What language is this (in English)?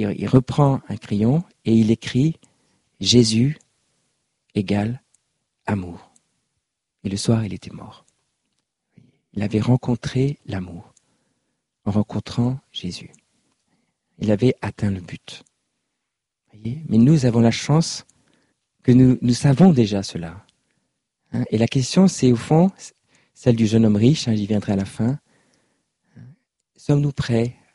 French